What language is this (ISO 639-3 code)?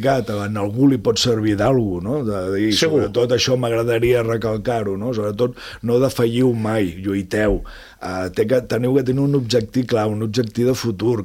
cat